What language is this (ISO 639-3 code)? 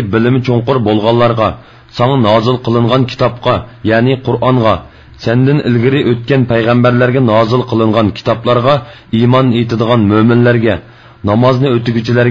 uig